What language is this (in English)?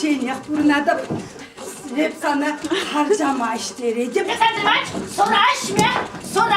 Chuvash